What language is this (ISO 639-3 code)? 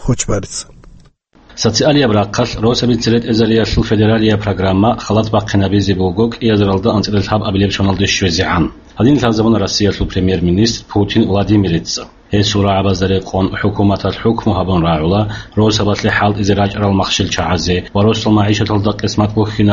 ava